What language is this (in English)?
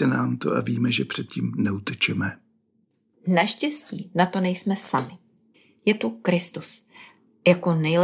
Czech